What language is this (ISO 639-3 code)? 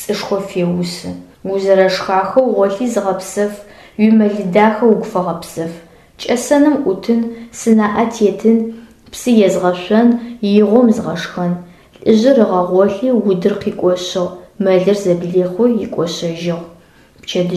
ady